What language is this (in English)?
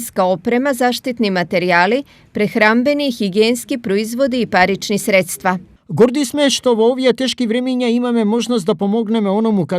Macedonian